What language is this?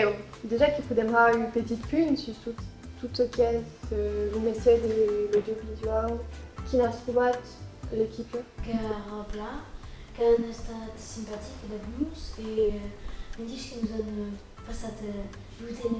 Occitan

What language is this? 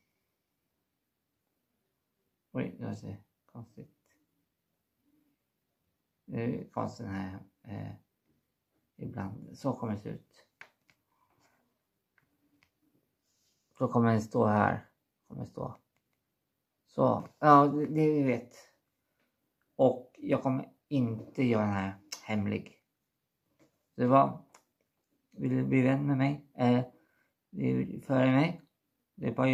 Swedish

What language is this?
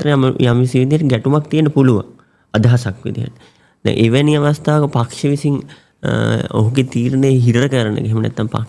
Sinhala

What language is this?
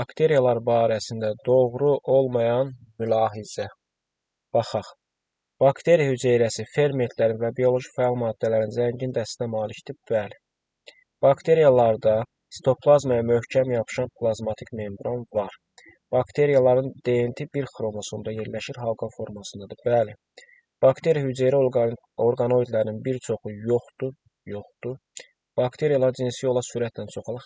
Azerbaijani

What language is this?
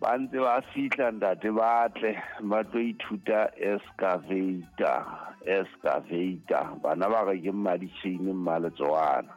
Southern Sotho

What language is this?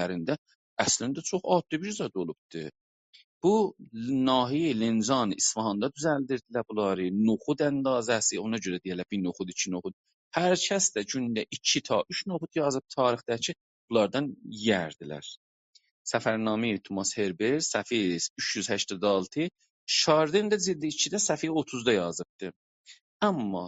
South Azerbaijani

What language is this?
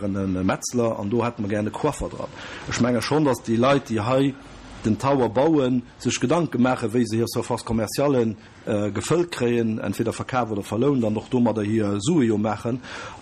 Luxembourgish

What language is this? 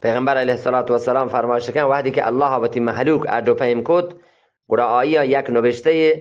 Eastern Balochi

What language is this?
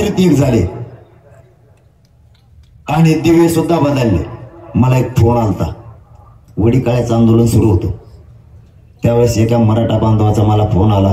Marathi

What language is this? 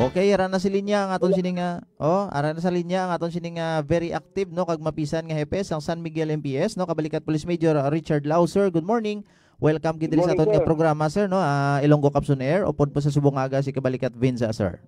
Hiligaynon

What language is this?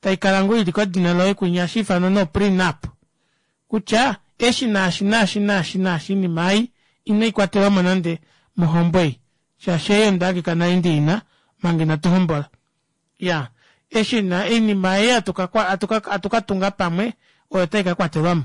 Kuanyama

